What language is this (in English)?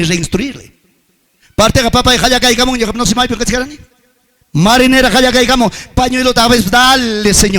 Ayacucho Quechua